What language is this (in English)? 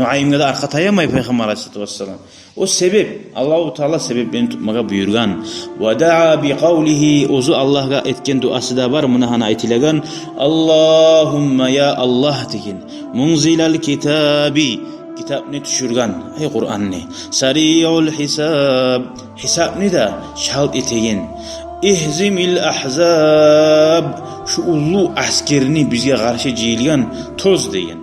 Kumyk